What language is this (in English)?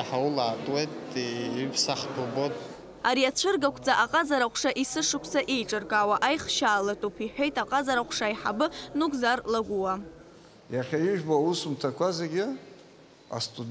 Abkhazian